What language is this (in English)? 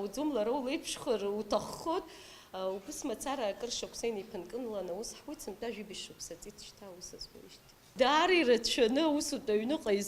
Abkhazian